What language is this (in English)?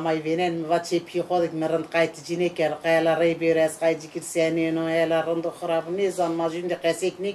Zaza